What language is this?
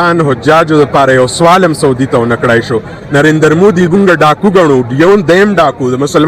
Pashto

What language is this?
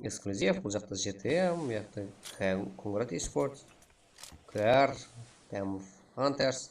Kara-Kalpak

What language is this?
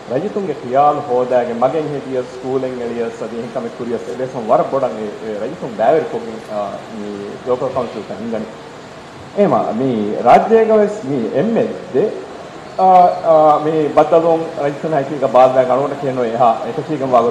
Divehi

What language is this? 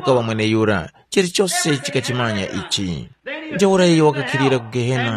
Tumbuka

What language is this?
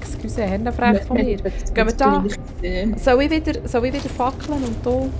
Swiss German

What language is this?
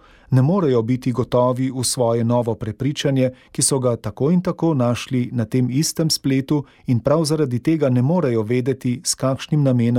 Slovenian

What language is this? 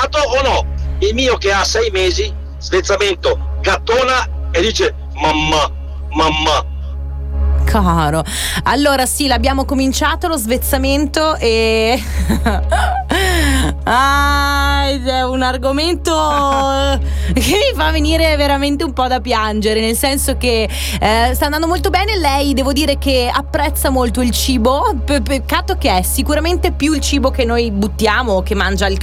Italian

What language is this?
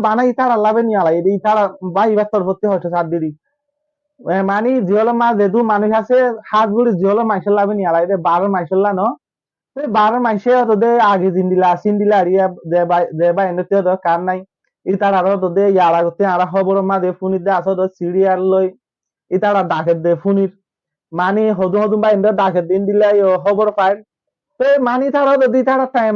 Rohingya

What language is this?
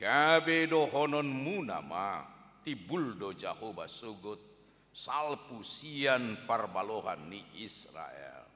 Batak Toba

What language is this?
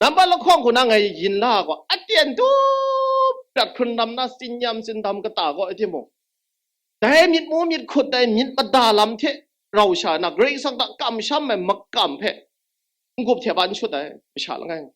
Kachin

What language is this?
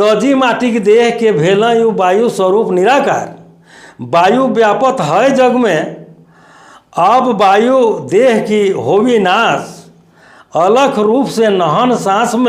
Sadri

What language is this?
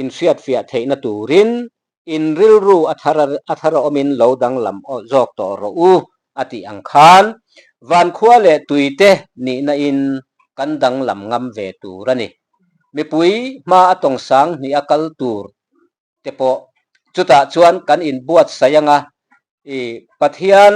Mizo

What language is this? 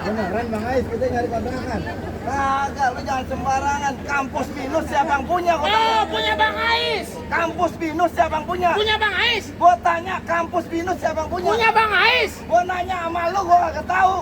Betawi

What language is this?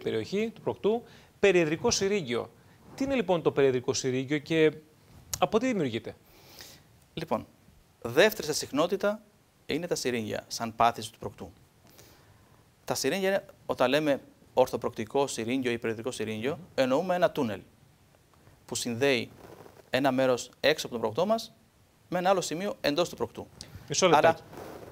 Greek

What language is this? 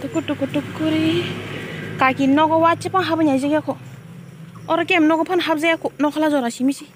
Kok Borok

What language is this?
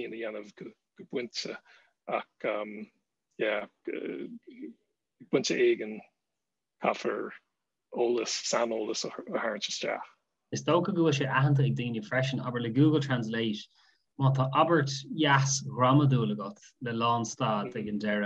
Irish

